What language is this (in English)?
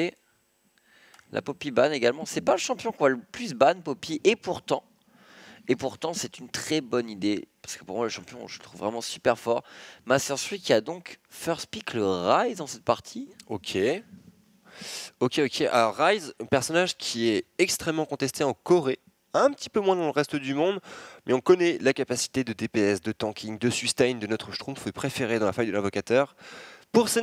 French